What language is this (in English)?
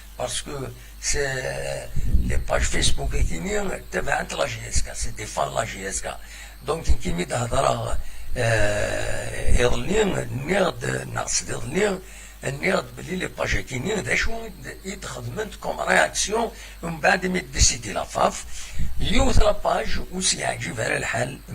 Kabyle